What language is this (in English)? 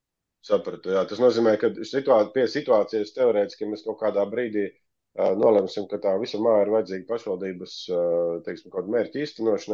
Latvian